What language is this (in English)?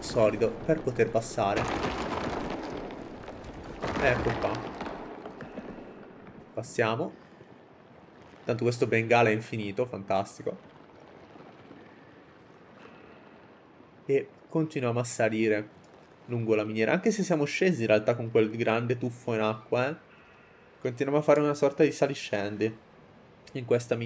Italian